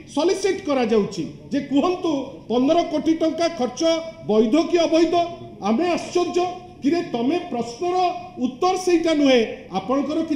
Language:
Odia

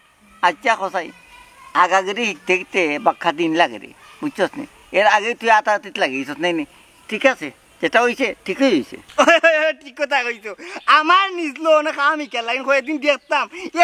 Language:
Sylheti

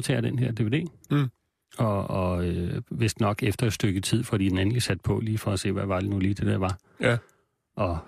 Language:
Danish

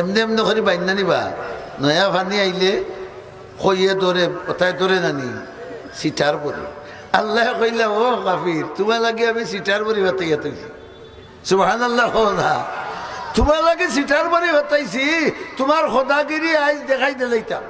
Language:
Sylheti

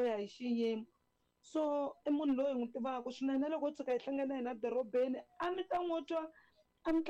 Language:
Tsonga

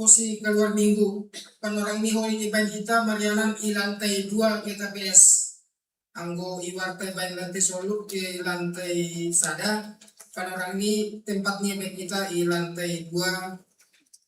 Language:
Batak Simalungun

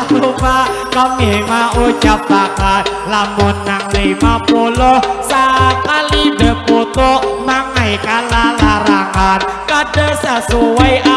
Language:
Banjar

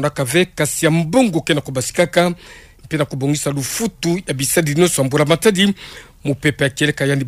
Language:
Kituba (Democratic Republic of Congo)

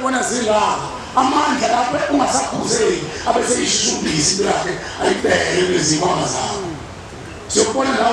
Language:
Zulu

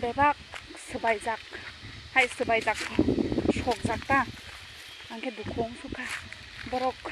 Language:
Kok Borok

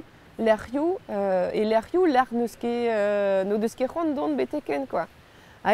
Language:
Breton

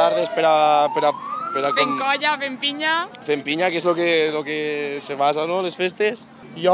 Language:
Catalan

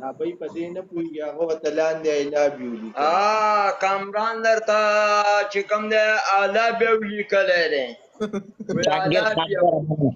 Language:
Pashto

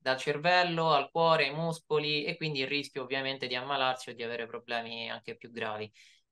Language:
Italian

